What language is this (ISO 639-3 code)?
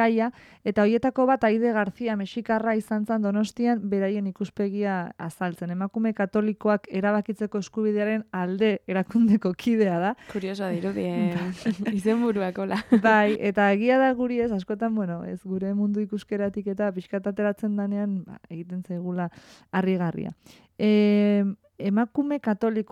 eus